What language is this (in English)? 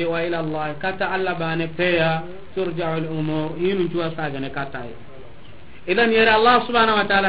Soninke